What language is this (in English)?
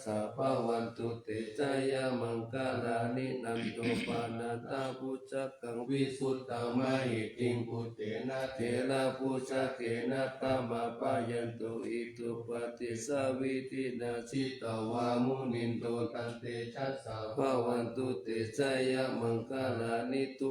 Pali